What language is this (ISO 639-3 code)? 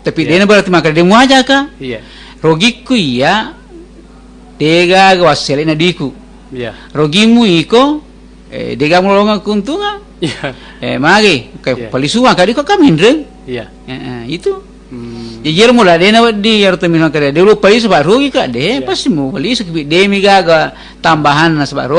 bug